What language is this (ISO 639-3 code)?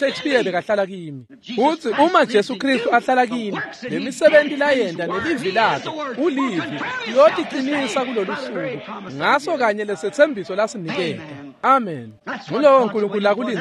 ssw